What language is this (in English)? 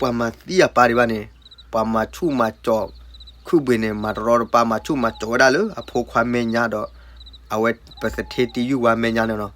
S'gaw Karen